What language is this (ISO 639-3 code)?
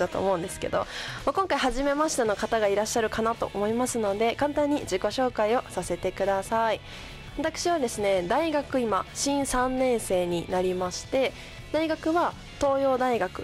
jpn